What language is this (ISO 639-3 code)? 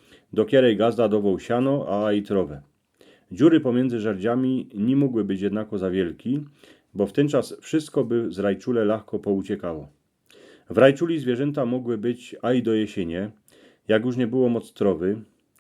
szl